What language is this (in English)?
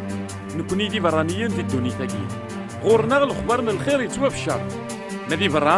Kabyle